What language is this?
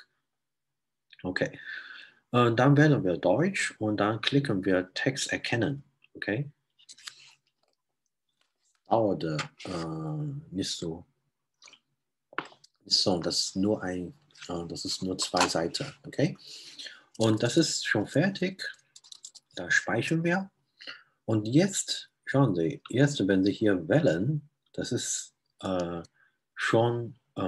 German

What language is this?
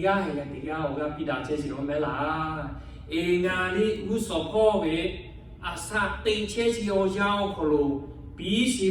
Lahu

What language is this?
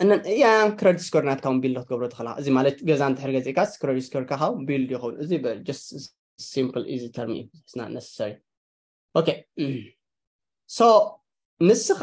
Tigrinya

